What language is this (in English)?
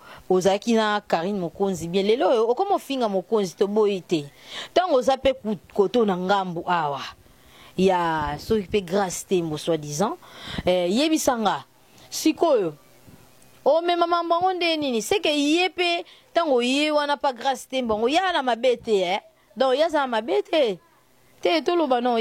Lingala